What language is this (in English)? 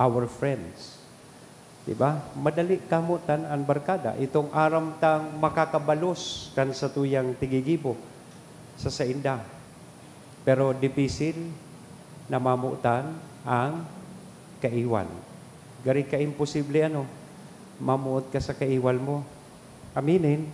Bikol